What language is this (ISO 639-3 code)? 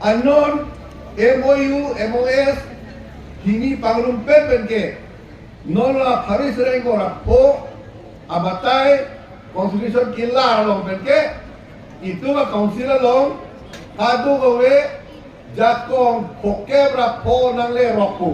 mjw